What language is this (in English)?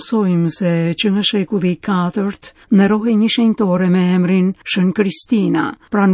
Albanian